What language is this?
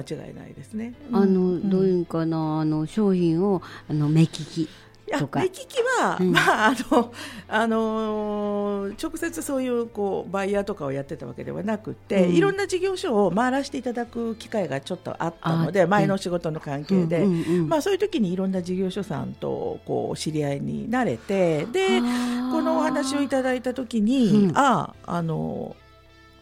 Japanese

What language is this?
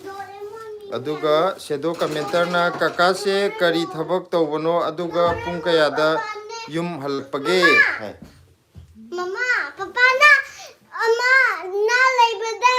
Manipuri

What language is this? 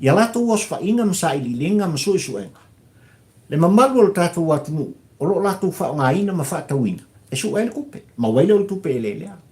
Samoan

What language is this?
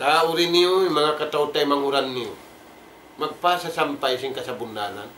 Tausug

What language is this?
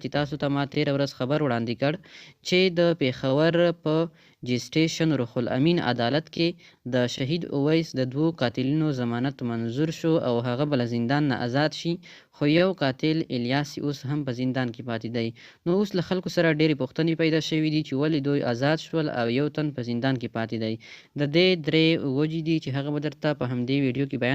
Pashto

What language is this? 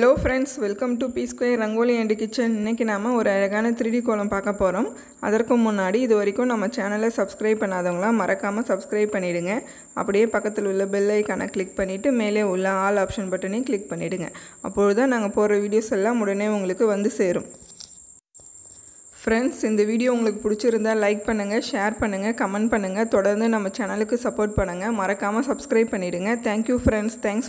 Tamil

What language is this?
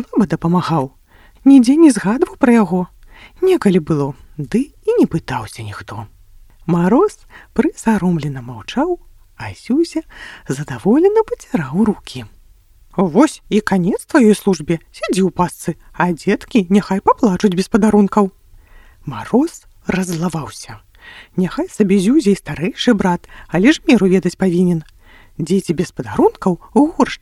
Belarusian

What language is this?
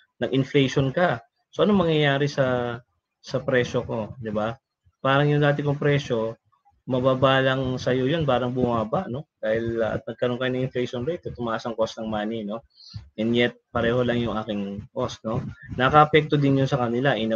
Filipino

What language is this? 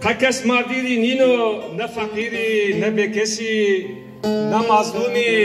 Zaza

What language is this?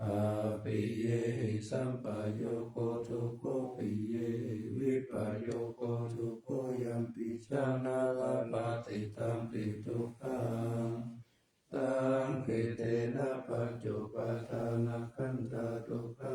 Pali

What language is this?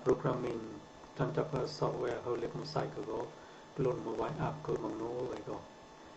Mon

